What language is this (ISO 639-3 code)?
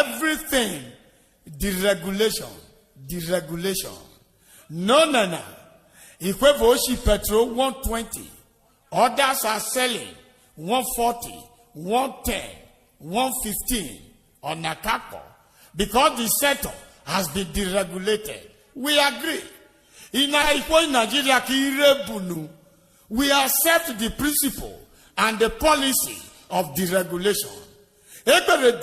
urh